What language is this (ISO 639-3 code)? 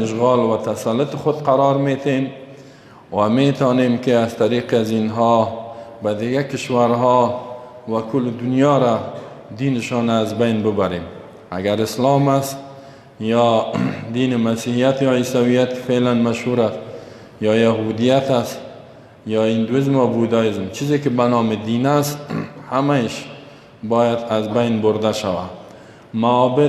fas